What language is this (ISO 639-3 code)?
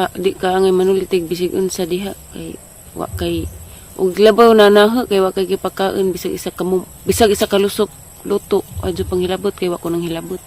ceb